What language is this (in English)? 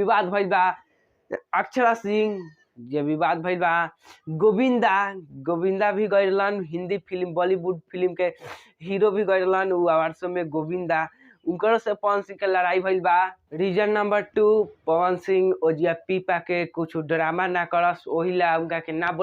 Bhojpuri